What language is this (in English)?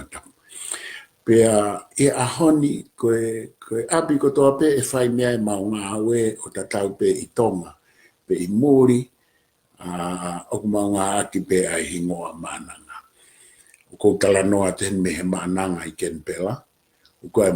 Tongan